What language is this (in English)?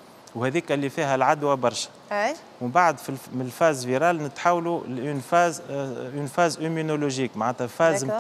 Tunisian Arabic